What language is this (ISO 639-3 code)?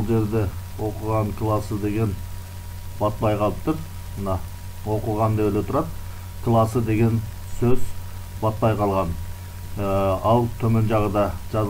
kir